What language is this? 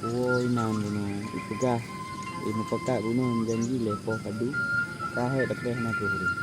Achinese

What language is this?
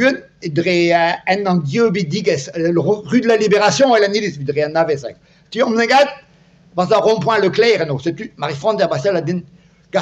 Breton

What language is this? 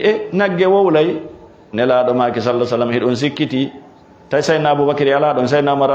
Fula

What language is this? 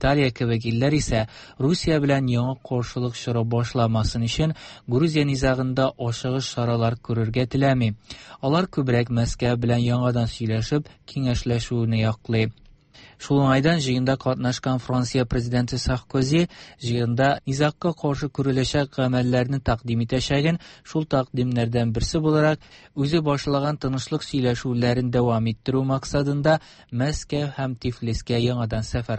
Tatar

